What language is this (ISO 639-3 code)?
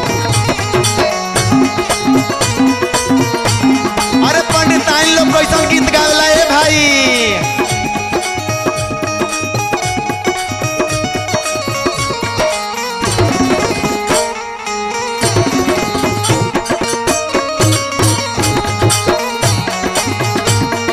bho